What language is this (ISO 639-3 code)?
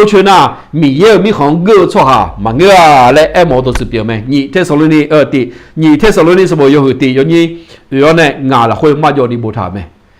ahk